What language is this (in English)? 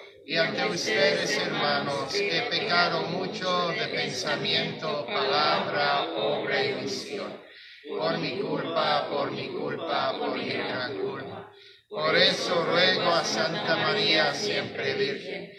Spanish